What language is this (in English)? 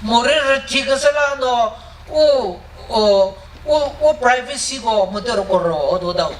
Chokri Naga